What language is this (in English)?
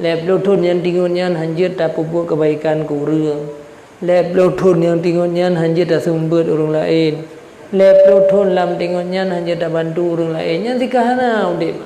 Achinese